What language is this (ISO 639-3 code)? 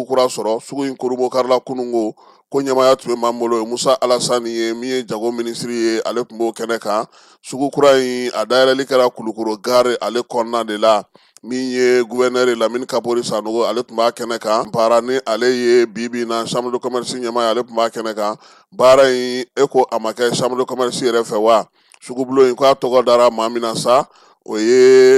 bam